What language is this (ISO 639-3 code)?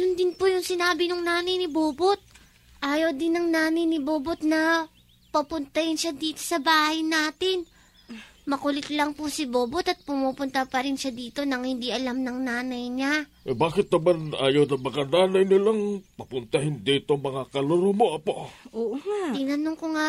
fil